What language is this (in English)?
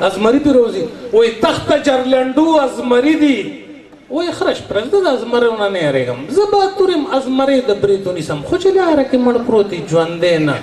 Pashto